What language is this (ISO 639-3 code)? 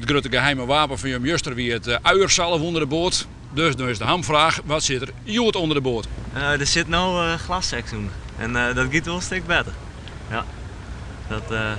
fry